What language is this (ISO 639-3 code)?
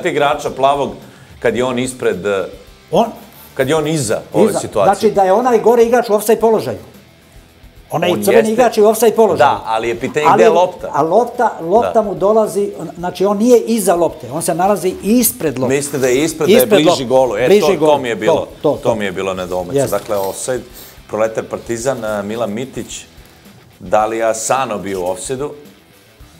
srp